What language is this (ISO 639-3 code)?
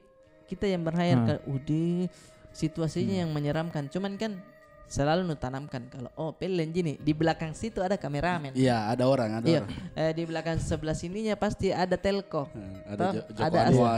mfp